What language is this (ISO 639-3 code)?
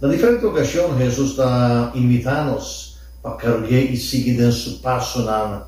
pap